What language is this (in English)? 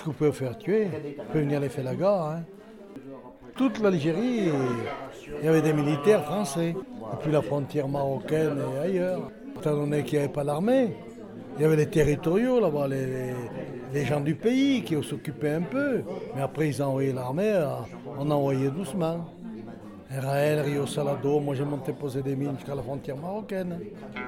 French